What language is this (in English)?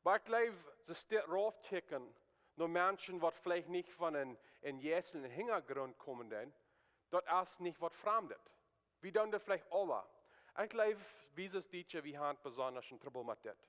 Plautdietsch